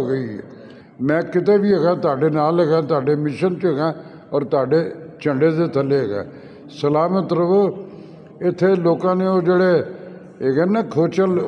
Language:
Western Panjabi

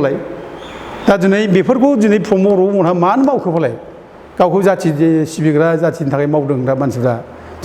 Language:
Bodo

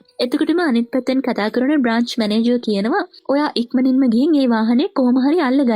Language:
Sinhala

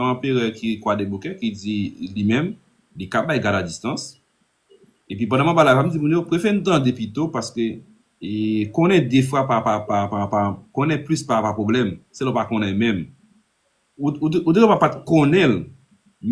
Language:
Haitian Creole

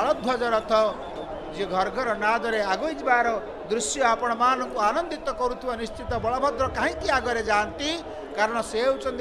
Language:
Odia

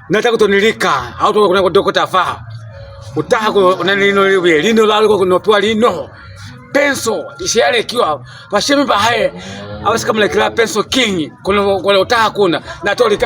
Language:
Lozi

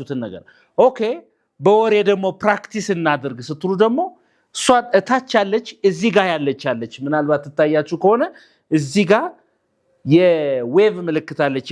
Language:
Amharic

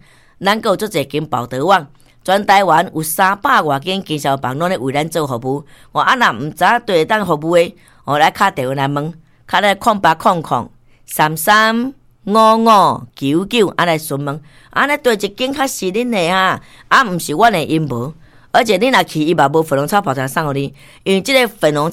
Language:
Min Nan Chinese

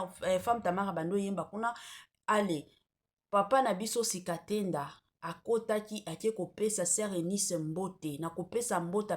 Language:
Lingala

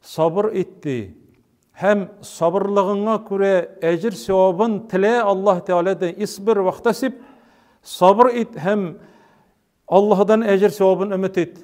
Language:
Tatar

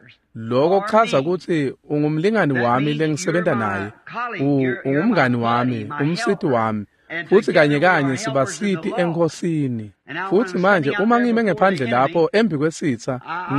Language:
Swati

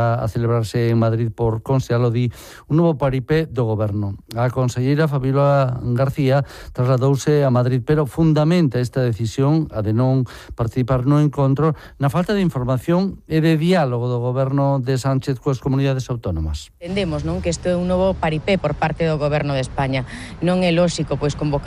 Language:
Galician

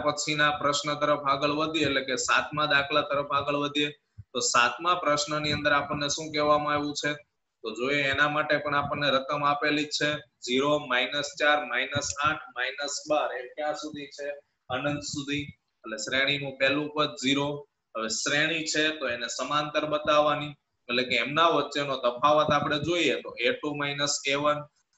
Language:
Gujarati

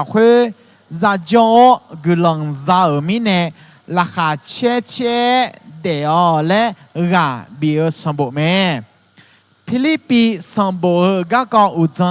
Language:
Akha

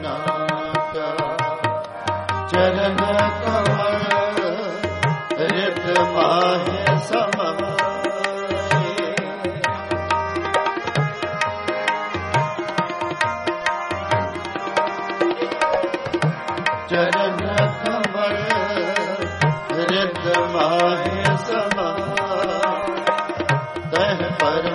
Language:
Punjabi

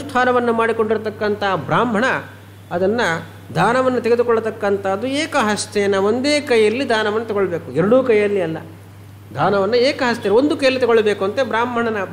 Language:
Kannada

